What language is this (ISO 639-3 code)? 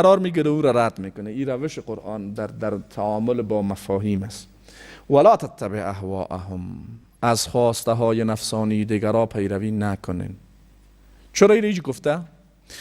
fas